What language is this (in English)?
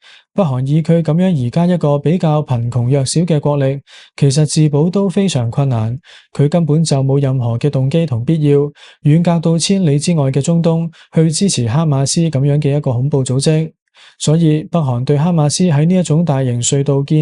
Cantonese